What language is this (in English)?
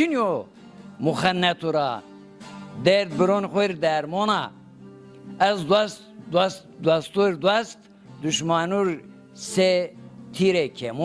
Zaza